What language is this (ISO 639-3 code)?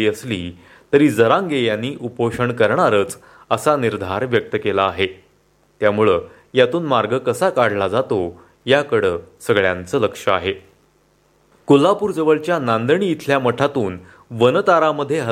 mar